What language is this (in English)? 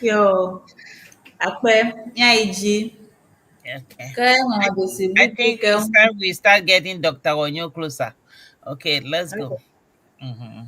Ewe